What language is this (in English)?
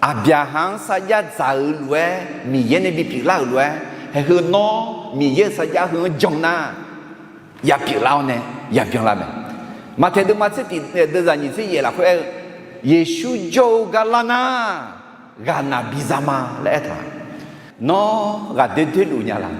Akha